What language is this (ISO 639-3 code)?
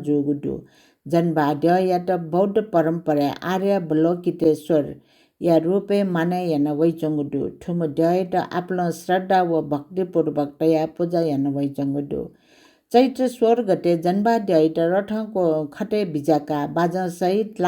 new